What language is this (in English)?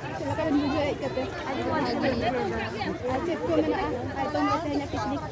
Santali